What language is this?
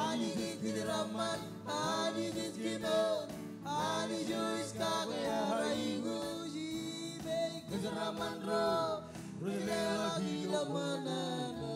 Marshallese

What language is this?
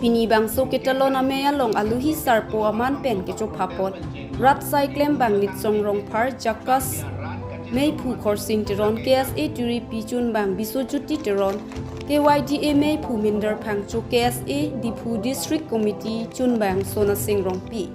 Karbi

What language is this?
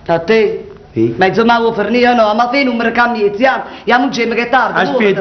Neapolitan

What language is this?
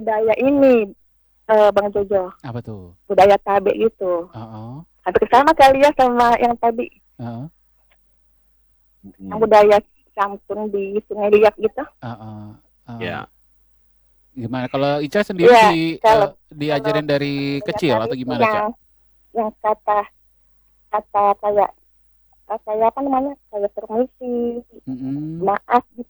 Indonesian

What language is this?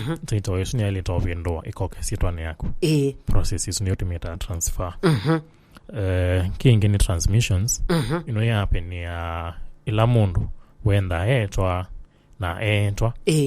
Kamba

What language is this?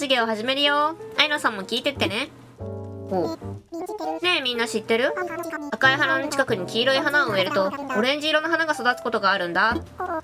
Japanese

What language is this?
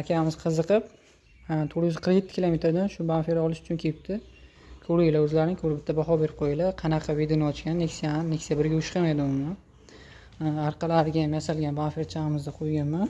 Uzbek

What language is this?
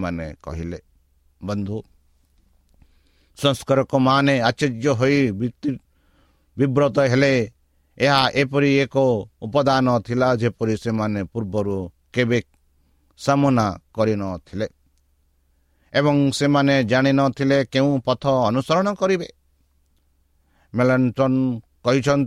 Odia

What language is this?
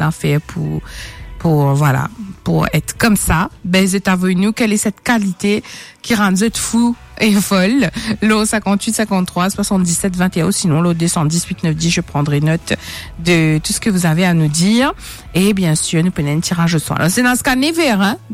Morisyen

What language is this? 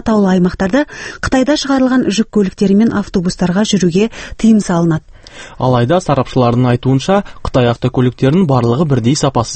Kazakh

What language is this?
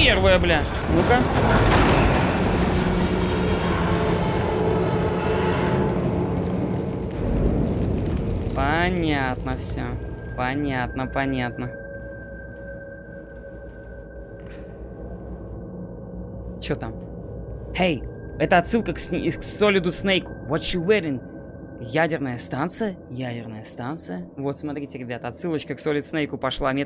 Russian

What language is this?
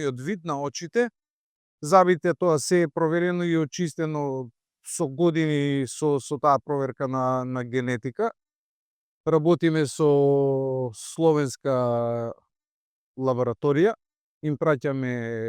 Macedonian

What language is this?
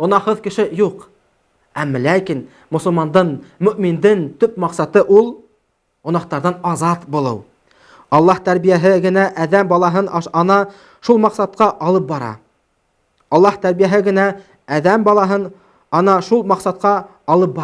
Bashkir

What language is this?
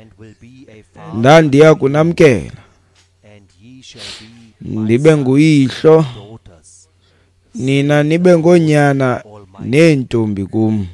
Xhosa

